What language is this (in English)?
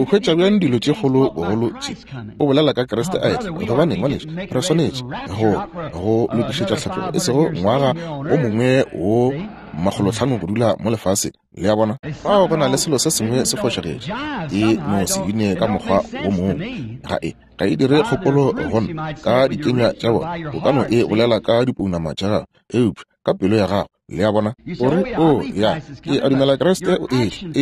Northern Sotho